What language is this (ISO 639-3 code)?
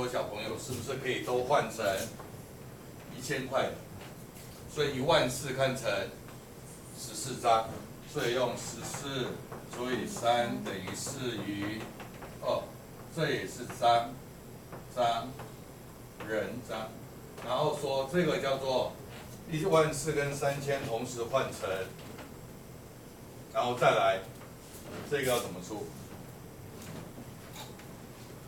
zho